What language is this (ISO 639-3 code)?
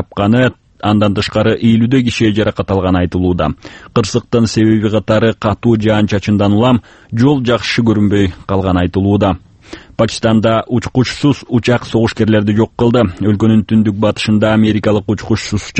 kir